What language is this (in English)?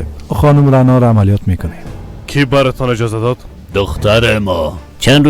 Persian